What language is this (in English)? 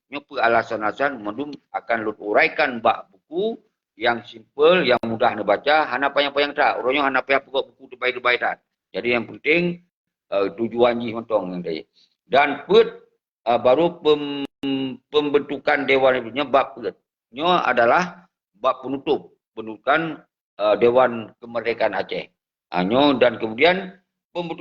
Achinese